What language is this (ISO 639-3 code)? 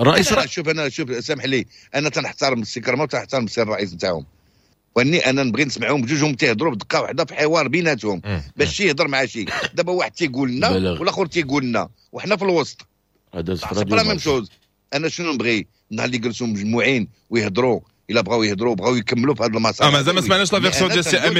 ary